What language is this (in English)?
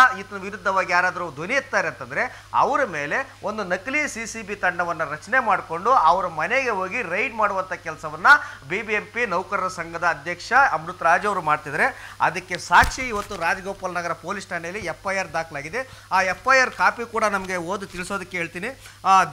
Kannada